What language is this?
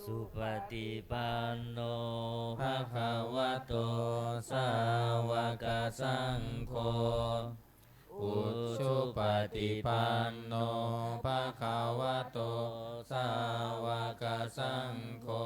Pali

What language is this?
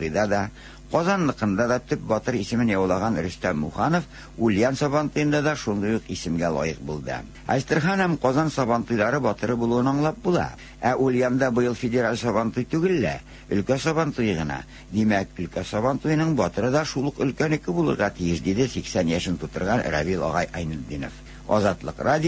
Tatar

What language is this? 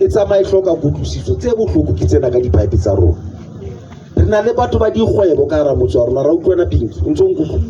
Southern Sotho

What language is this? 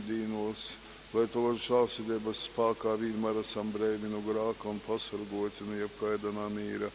Latgalian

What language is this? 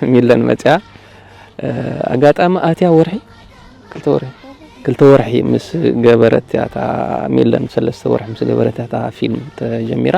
Tigrinya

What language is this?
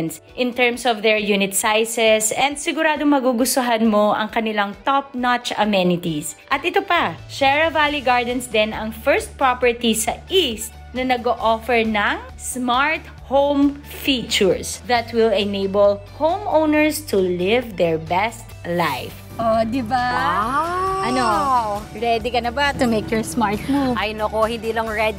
Filipino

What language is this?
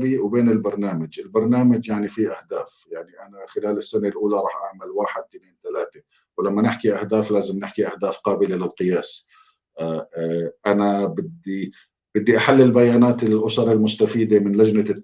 North Levantine Arabic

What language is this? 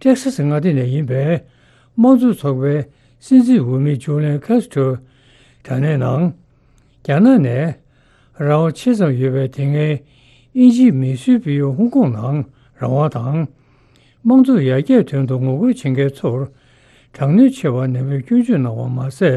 Tibetan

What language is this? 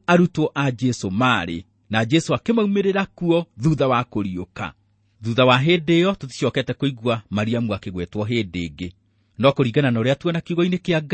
Kikuyu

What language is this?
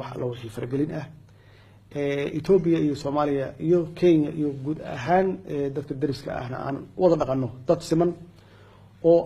Somali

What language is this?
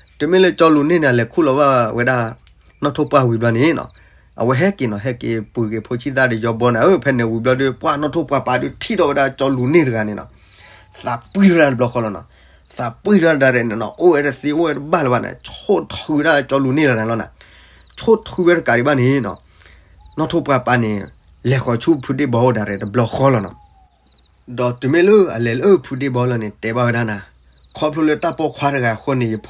S'gaw Karen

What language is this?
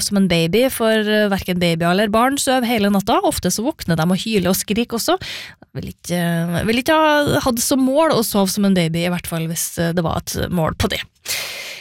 Norwegian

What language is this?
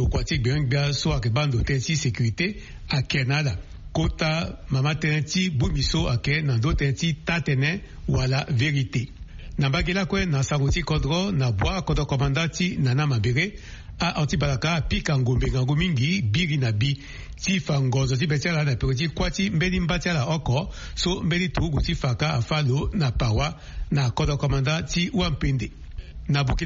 Sango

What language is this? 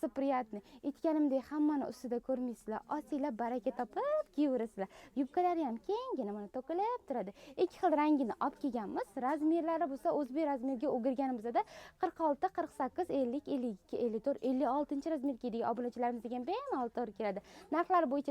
Uzbek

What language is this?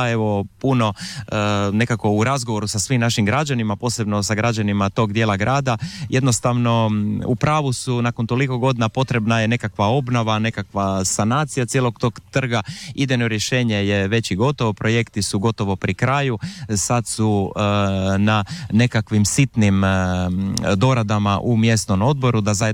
Croatian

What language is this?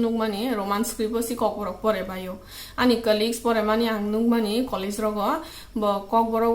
Kok Borok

